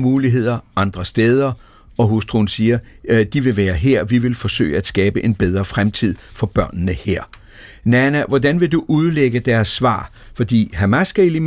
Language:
Danish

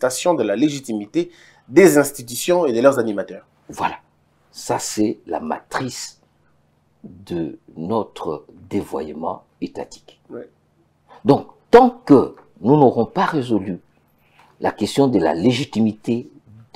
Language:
French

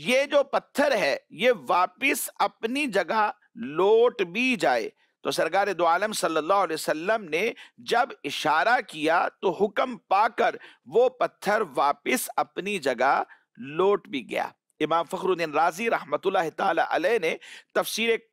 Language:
Urdu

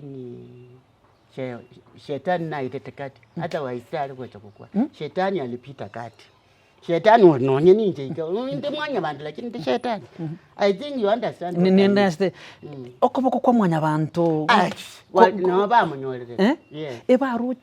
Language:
Gusii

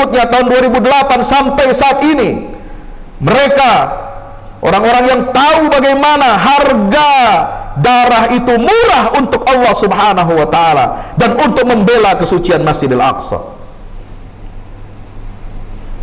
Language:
Indonesian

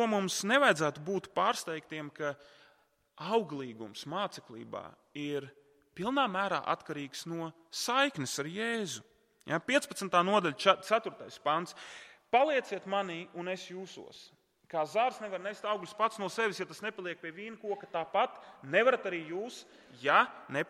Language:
Latvian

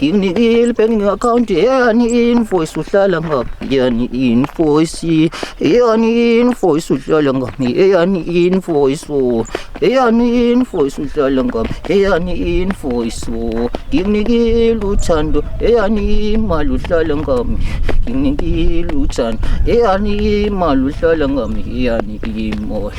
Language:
Zulu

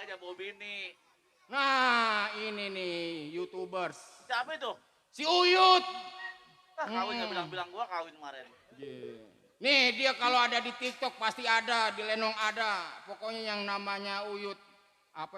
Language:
Betawi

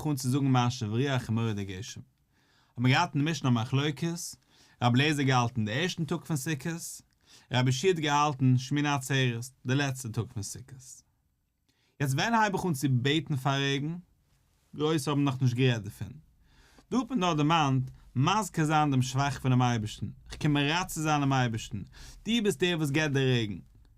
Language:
Yiddish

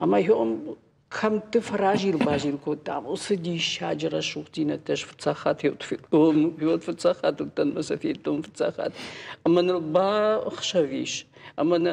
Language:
Ossetic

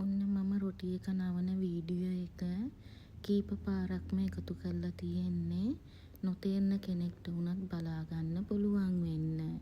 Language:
Sinhala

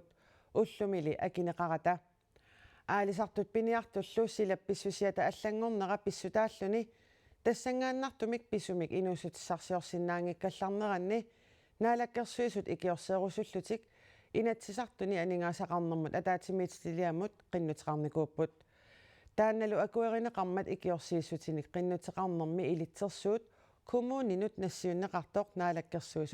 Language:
Kalaallisut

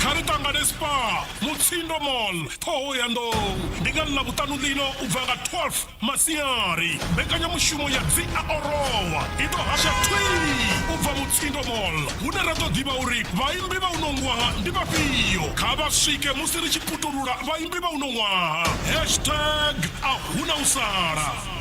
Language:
Venda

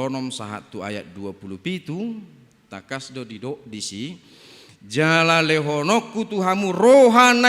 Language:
Batak Toba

